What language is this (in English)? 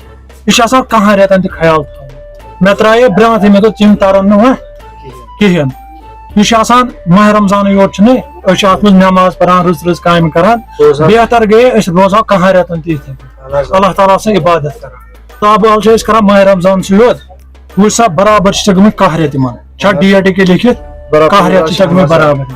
Kashmiri